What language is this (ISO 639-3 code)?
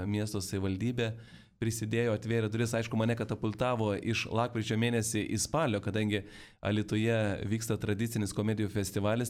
lit